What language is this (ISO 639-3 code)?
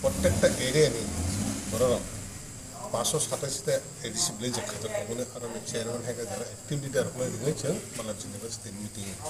trp